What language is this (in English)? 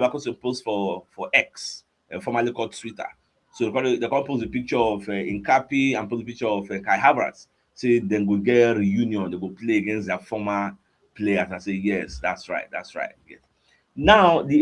Nigerian Pidgin